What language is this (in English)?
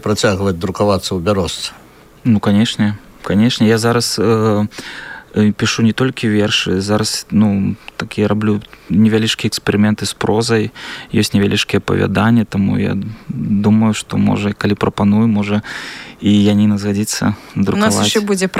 Belarusian